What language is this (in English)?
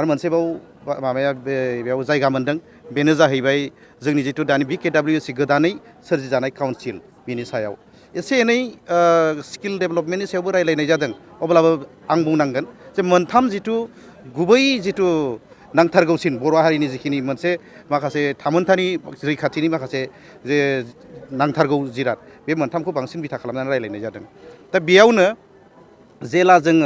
Bodo